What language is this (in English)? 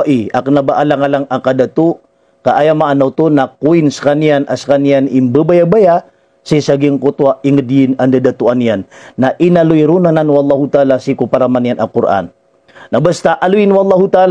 Maranao